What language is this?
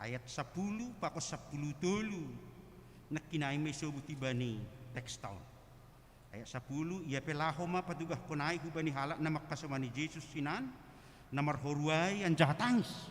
Batak Simalungun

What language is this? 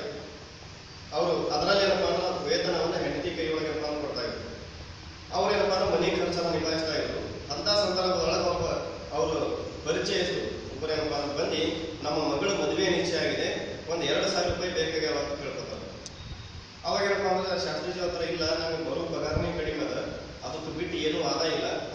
Kannada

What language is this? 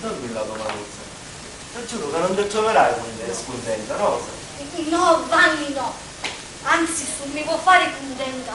Sicilian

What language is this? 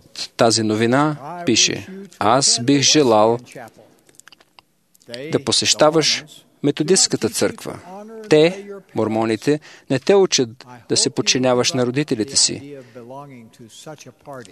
Bulgarian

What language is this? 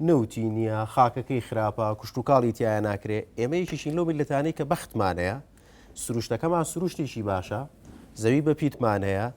Central Kurdish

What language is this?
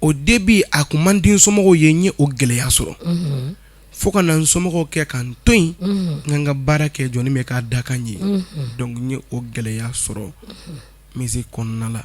Bambara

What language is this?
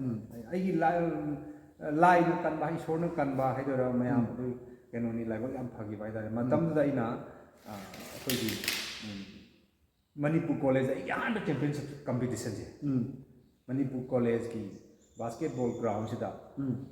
Manipuri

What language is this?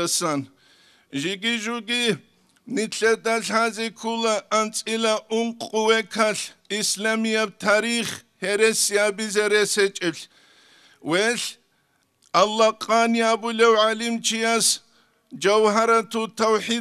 Avaric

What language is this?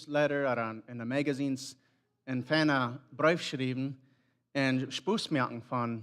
Plautdietsch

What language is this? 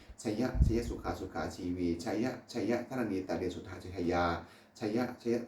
Pali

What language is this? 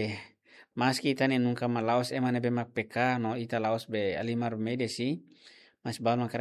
Tetum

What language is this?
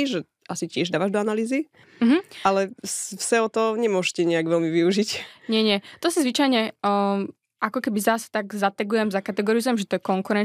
Slovak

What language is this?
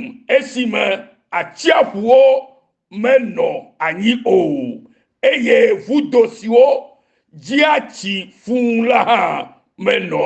Ewe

